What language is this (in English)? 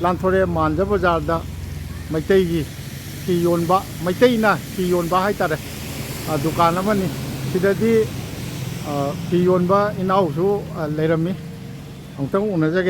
Manipuri